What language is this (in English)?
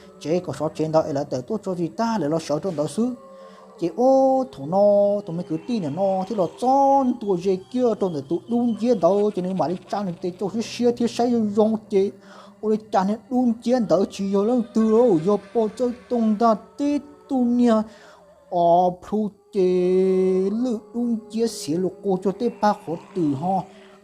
Hmong